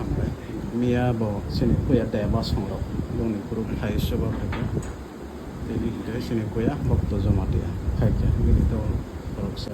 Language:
Kok Borok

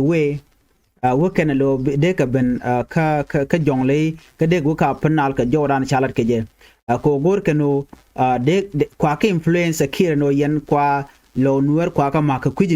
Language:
Nuer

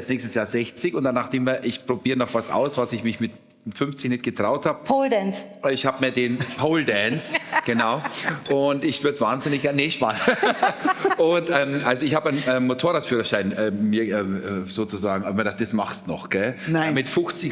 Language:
Bavarian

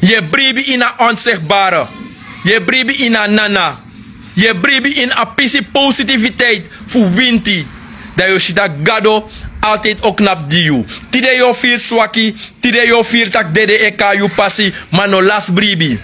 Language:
Sranan Tongo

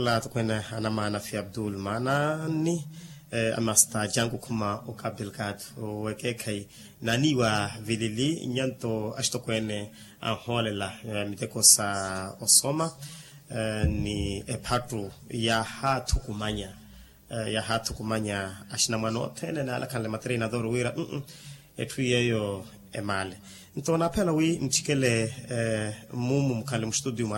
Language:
Makhuwa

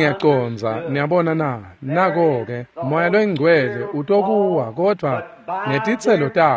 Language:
Swati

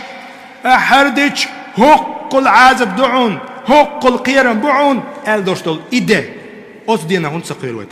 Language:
Chechen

